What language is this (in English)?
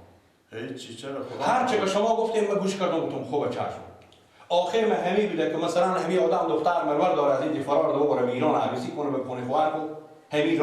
Persian